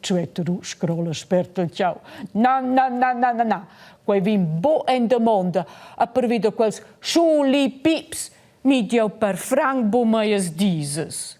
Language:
Romansh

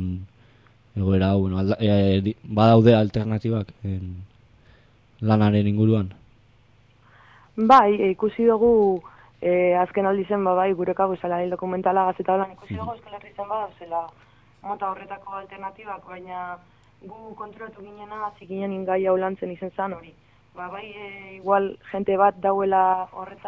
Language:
Basque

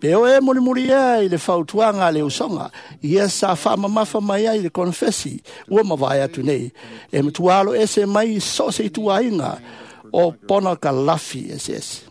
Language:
Samoan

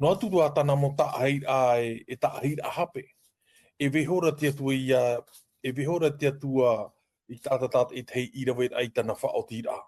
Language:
Tahitian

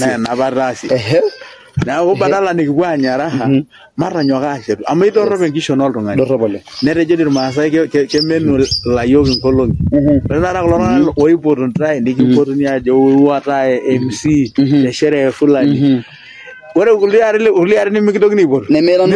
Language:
Masai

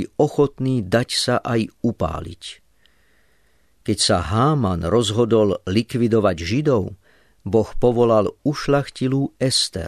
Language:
Slovak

